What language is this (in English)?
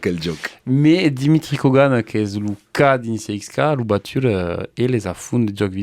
Occitan